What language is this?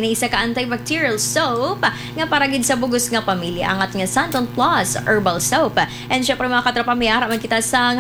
Hiligaynon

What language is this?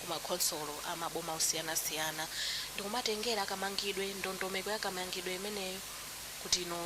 Nyanja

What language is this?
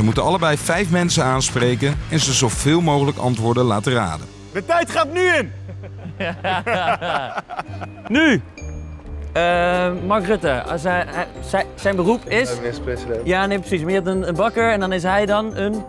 Dutch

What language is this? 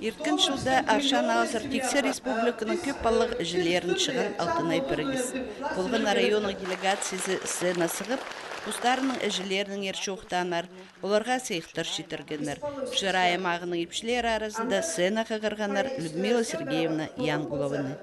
Khakas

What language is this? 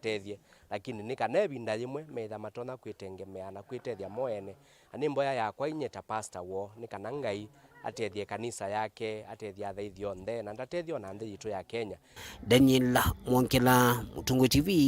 Kamba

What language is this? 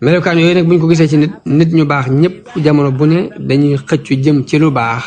Wolof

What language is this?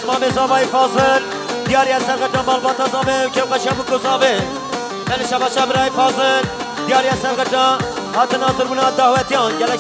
Kurdish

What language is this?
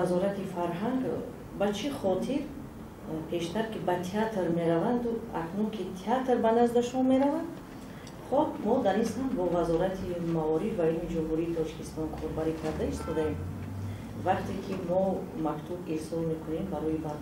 Tajik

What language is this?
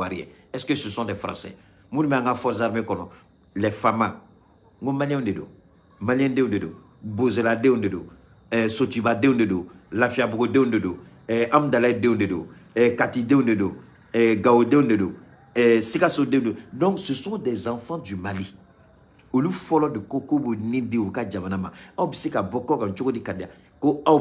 Bambara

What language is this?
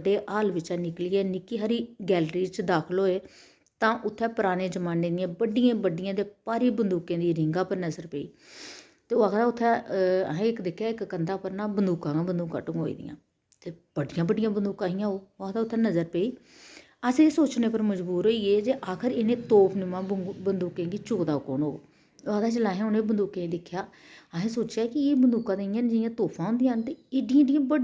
Dogri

